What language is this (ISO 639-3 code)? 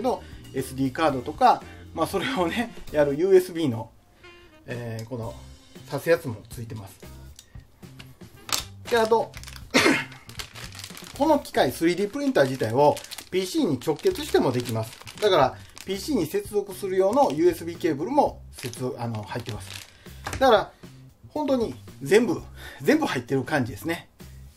jpn